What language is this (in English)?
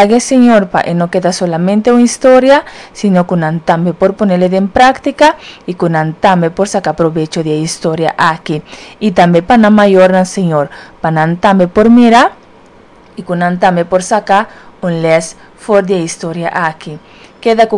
Papiamento